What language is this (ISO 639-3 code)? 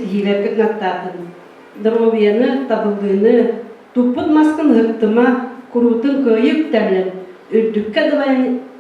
sah